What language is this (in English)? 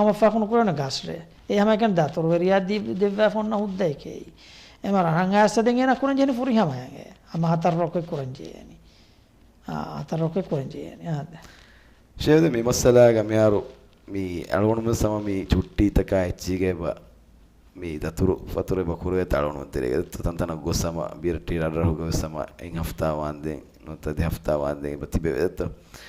Divehi